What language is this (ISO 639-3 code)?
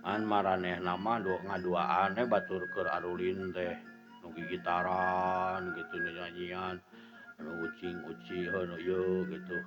sun